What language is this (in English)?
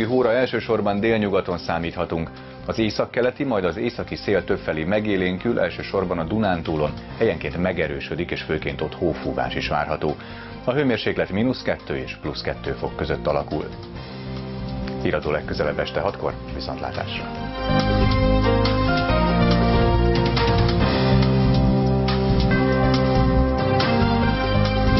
Hungarian